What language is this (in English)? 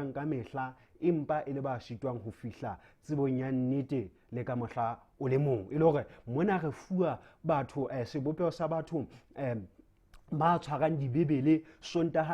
Southern Sotho